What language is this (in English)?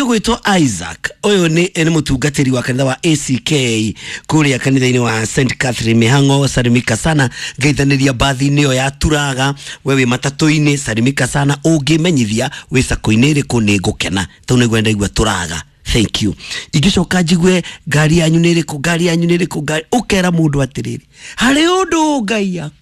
Kikuyu